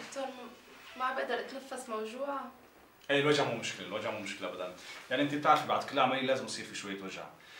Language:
North Levantine Arabic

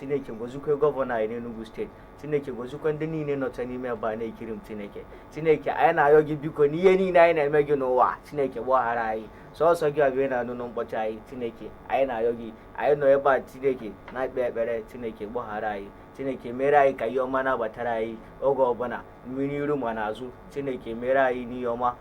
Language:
Igbo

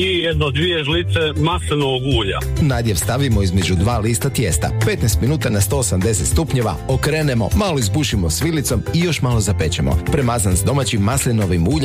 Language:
Croatian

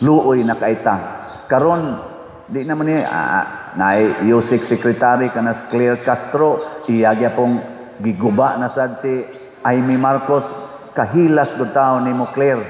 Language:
Cebuano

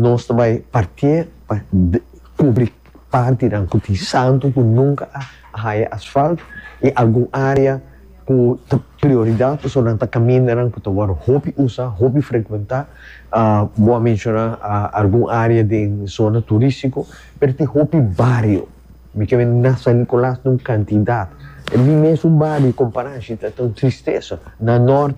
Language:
Papiamento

